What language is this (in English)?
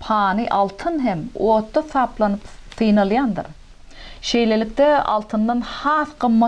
Turkmen